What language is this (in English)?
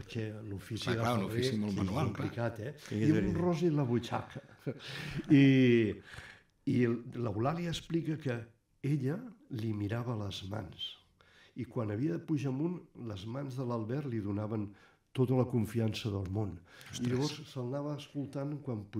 Catalan